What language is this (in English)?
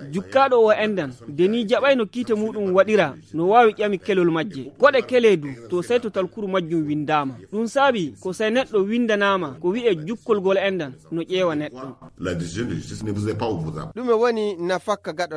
Nigerian Fulfulde